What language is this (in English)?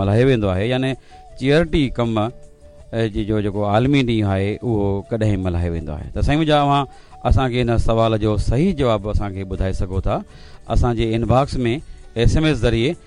Sindhi